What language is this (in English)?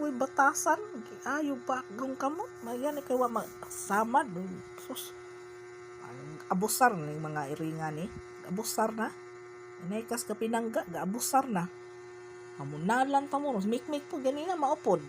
Cebuano